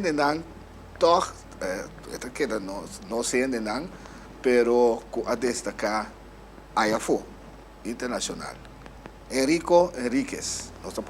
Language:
Papiamento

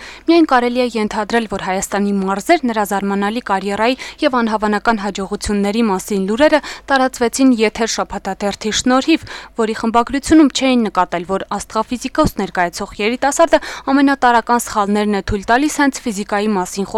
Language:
Armenian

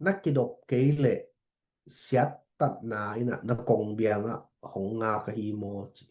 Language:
Tedim Chin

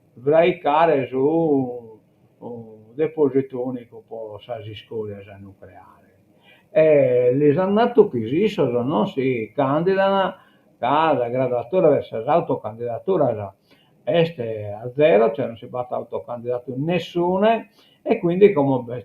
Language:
Sardinian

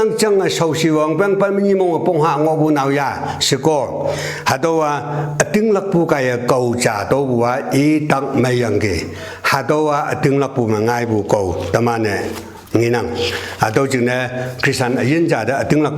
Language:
Konyak Naga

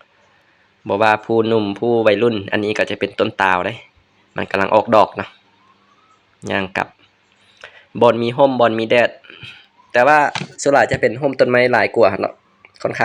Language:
Lao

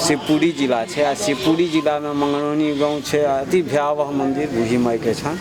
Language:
Maithili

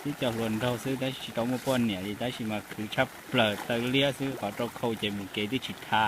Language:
Hmong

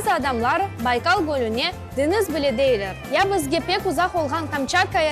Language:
Crimean Tatar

